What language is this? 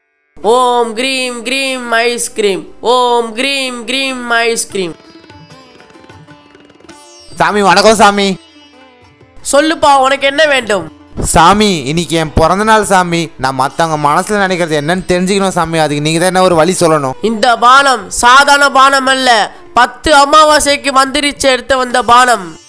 Tamil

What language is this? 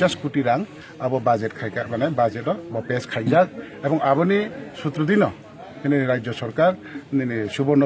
Kok Borok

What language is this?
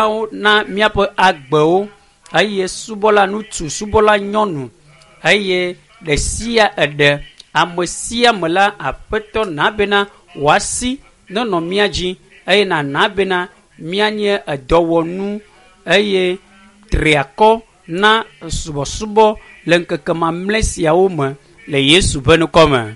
Ewe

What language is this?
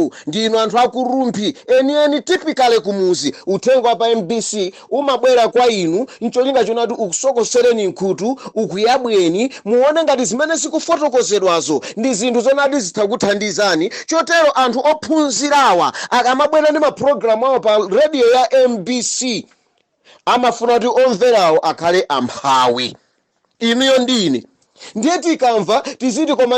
Nyanja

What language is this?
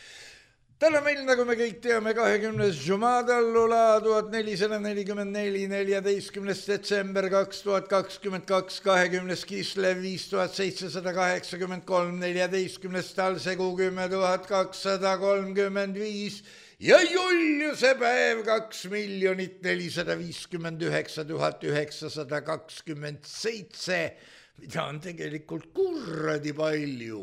Estonian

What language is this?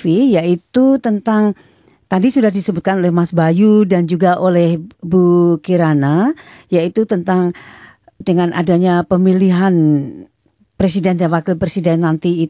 Indonesian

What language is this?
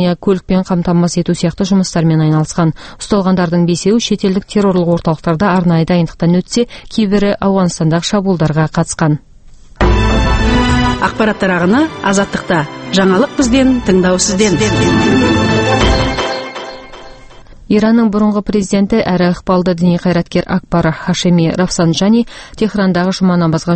Kazakh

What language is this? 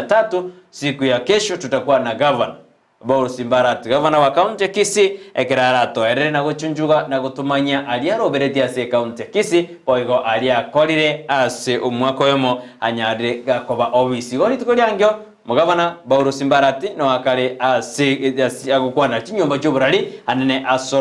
Gusii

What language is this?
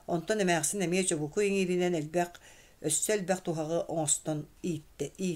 Yakut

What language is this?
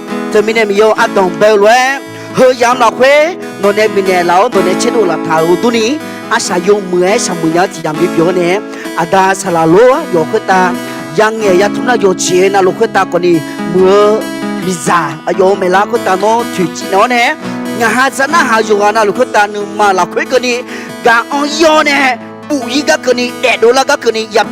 Akha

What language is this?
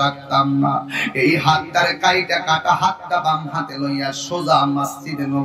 Sylheti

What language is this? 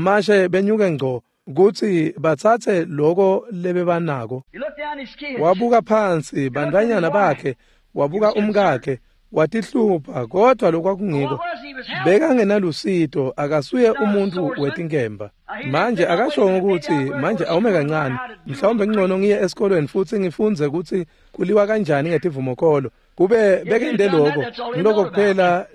Swati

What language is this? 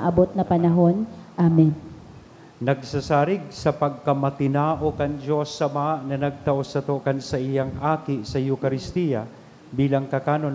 Bikol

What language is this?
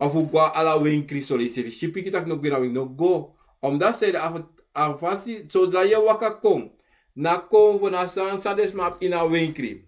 Sranan Tongo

